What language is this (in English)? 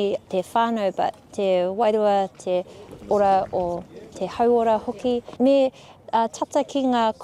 Māori